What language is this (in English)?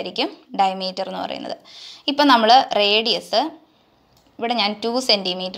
Malayalam